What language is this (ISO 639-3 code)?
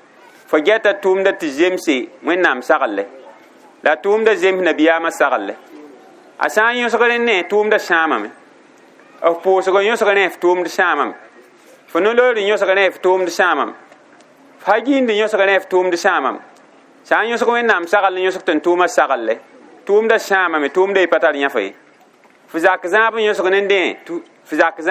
mos